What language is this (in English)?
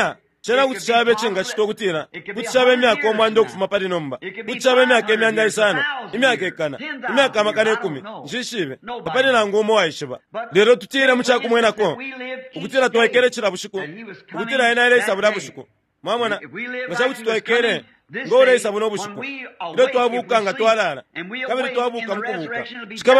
Bemba